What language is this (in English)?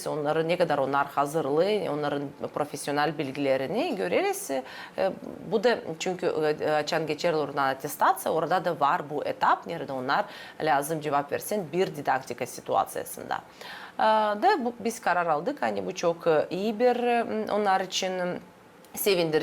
Gagauz